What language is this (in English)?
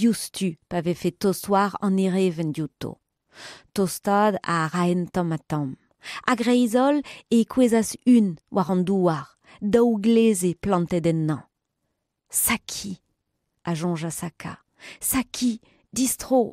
Breton